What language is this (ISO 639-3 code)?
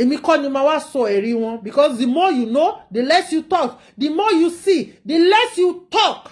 yor